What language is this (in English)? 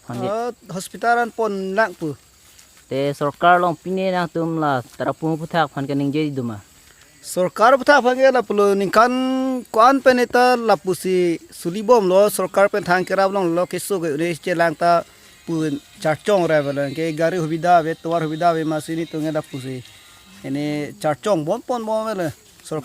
Karbi